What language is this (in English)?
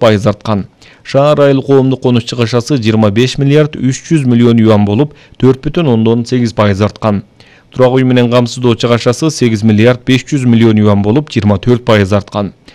Kyrgyz